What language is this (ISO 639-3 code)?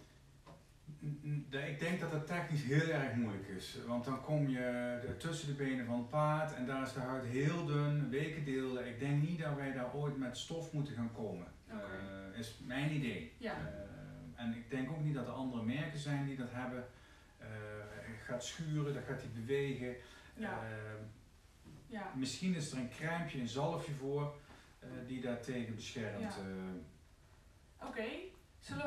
nld